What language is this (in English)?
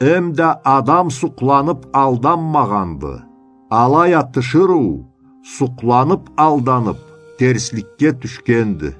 Karachay-Balkar